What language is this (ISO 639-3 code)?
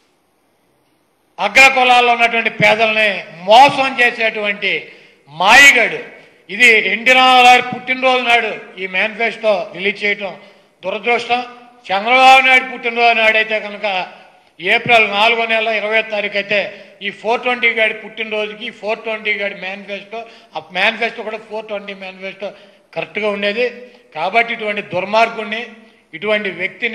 tel